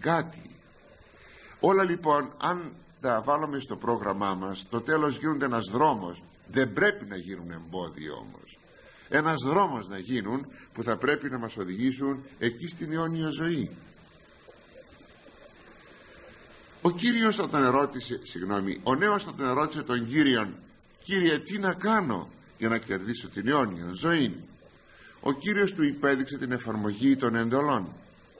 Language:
Greek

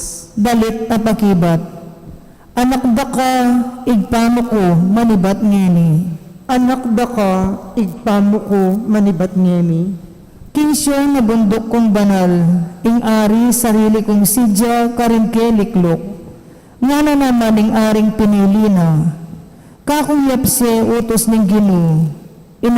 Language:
Pampanga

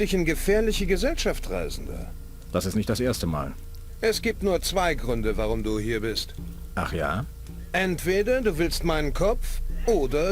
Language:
Bavarian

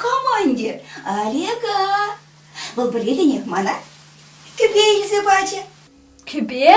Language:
Chuvash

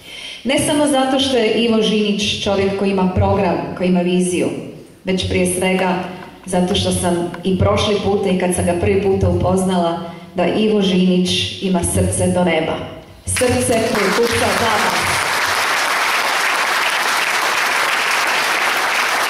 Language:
Croatian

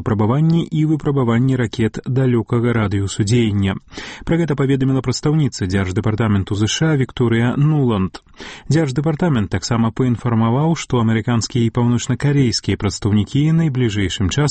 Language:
Belarusian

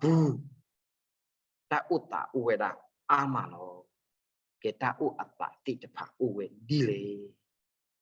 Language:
S'gaw Karen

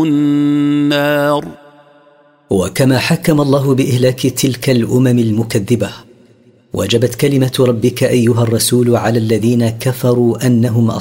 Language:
Arabic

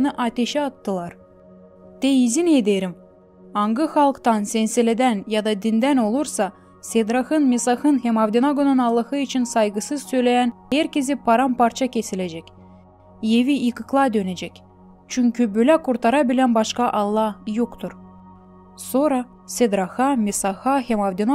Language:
Gagauz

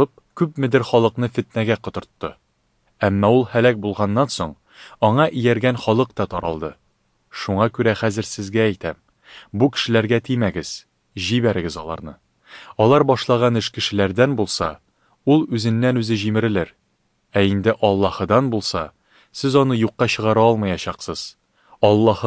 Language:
Tatar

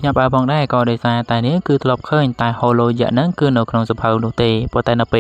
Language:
Khmer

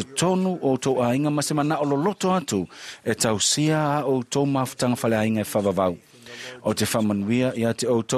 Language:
Samoan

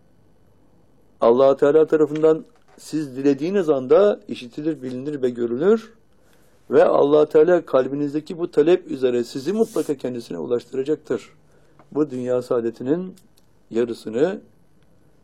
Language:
Turkish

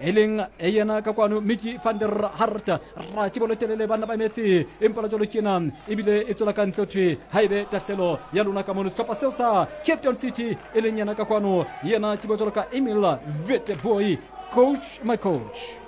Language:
Southern Sotho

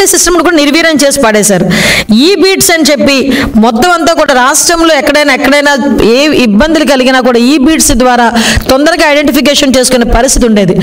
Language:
Telugu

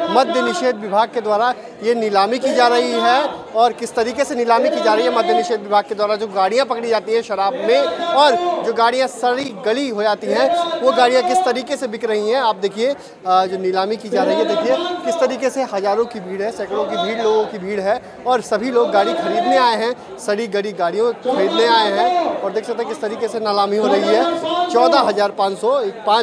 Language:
Hindi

